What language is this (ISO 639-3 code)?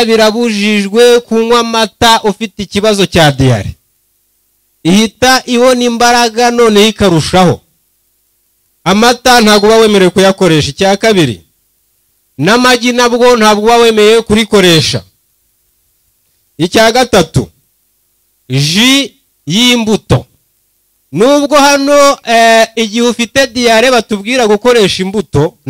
kin